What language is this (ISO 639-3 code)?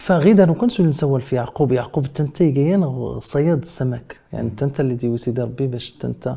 kab